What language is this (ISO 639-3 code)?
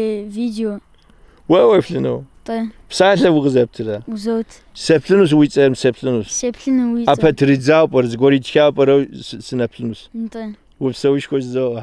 kbd